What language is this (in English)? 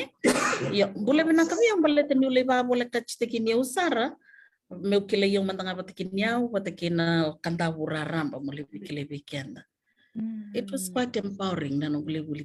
Fijian